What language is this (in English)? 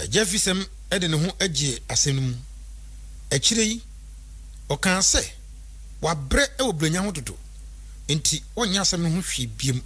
Akan